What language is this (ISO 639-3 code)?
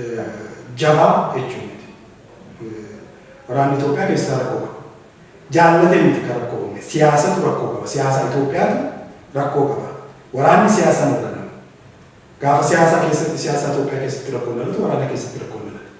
orm